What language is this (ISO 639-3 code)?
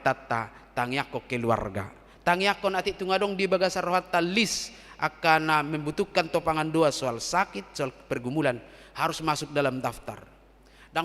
bbc